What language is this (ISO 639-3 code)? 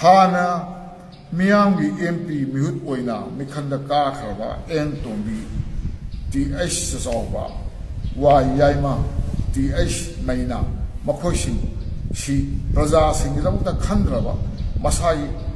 mni